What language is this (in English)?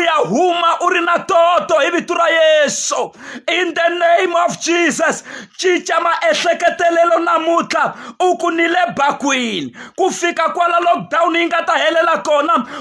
Tsonga